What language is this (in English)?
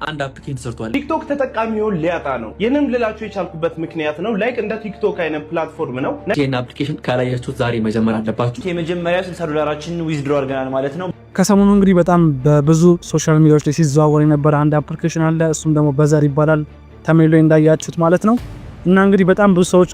Amharic